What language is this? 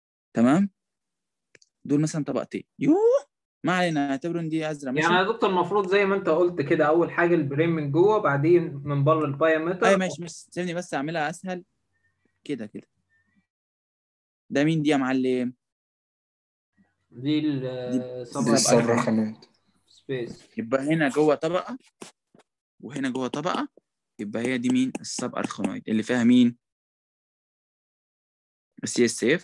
Egyptian Arabic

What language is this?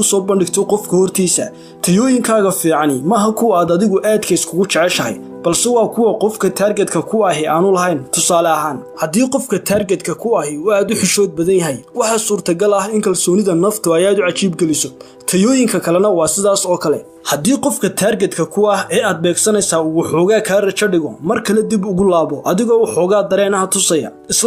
Somali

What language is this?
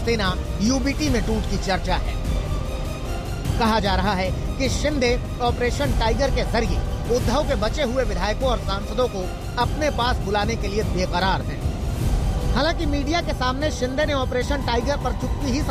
Hindi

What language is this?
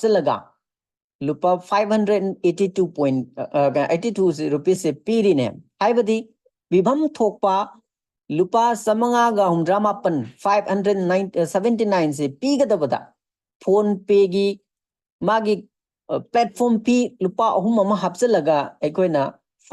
Manipuri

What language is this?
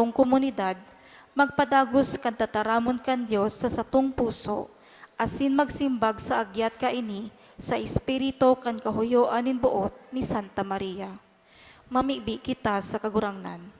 Bikol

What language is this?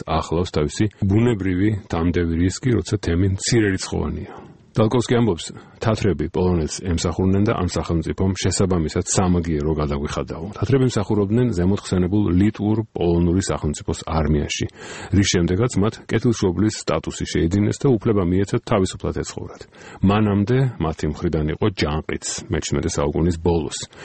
Georgian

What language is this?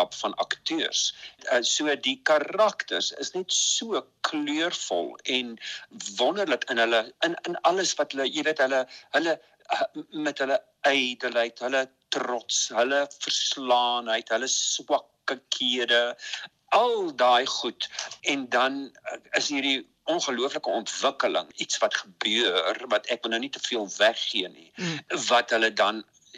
Afrikaans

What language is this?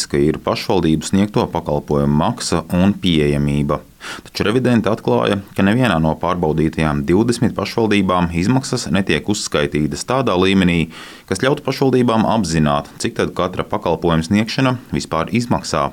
Latvian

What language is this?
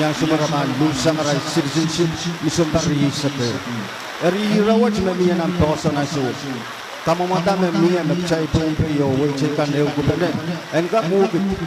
Pohnpeian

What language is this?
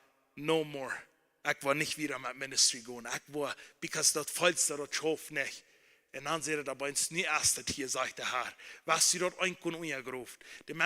Plautdietsch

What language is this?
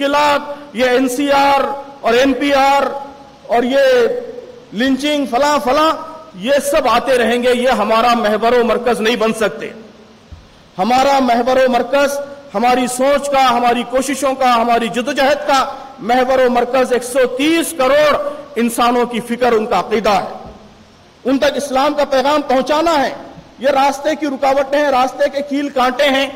Urdu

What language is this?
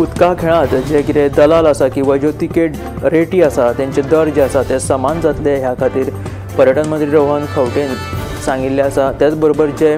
Konkani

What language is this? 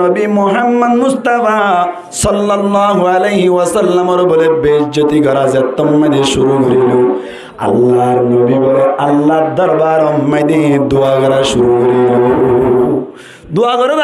Rohingya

